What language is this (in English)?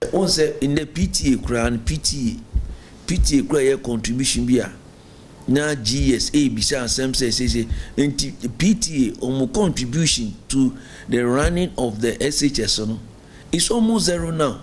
Akan